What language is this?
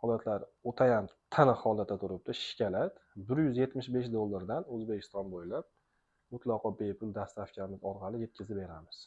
Uzbek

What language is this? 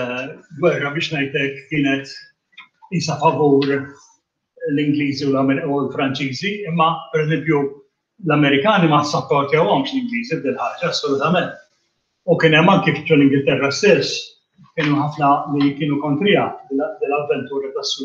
Maltese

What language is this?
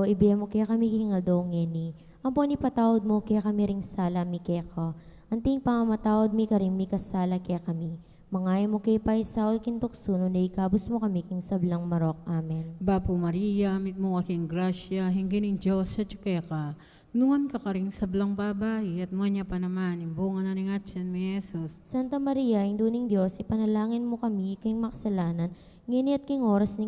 Pampanga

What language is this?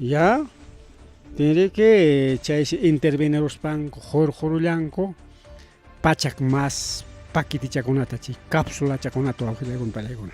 Ayacucho Quechua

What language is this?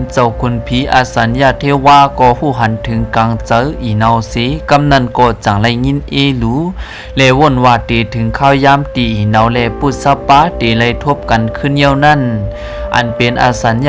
Shan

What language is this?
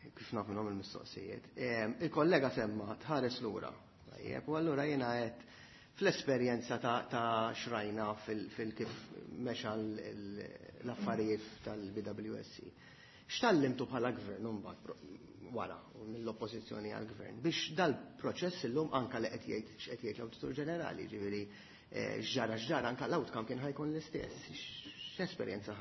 Maltese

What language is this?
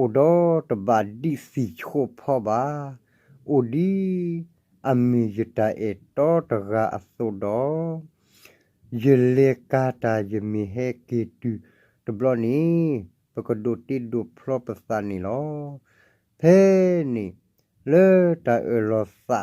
S'gaw Karen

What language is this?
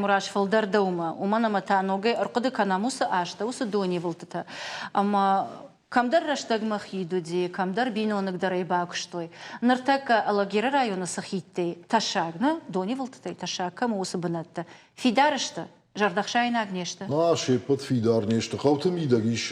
Ossetic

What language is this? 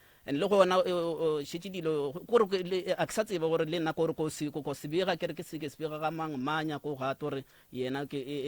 Northern Sotho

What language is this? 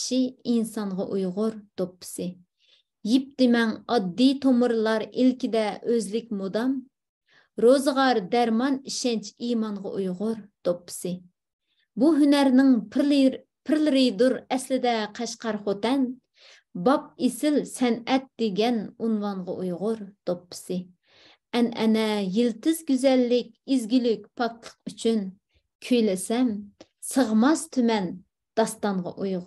Uyghur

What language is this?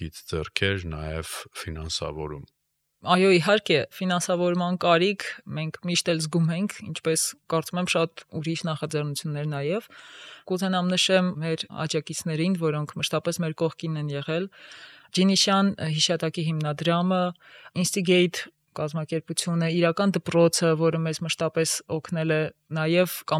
Armenian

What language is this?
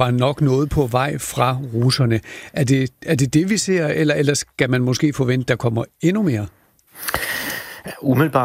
Danish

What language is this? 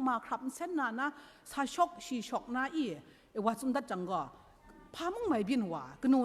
Kachin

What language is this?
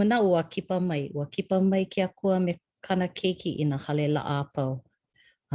Hawaiian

